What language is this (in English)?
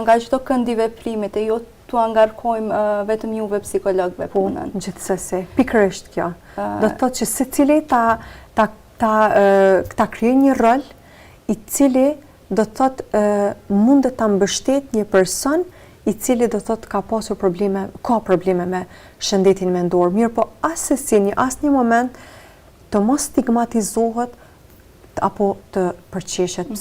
Albanian